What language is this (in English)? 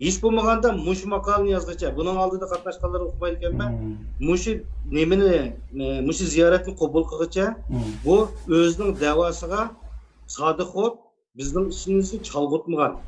Uyghur